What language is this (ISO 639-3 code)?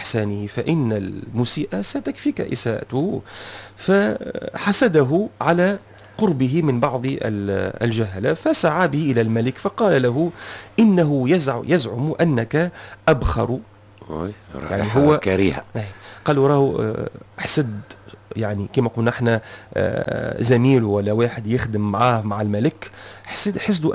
aeb